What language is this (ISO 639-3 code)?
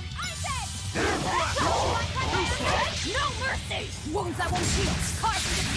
eng